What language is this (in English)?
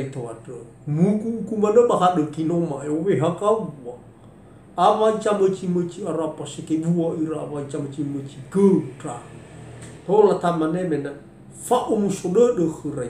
Nias